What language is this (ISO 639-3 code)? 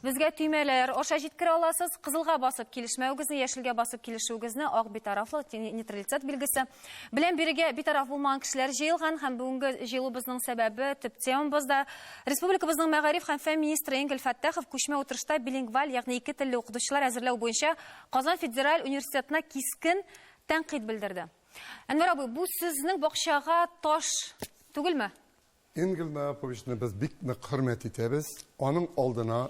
tat